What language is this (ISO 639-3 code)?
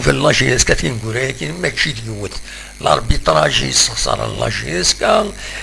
kab